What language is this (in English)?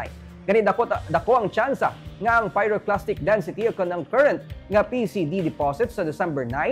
Hiligaynon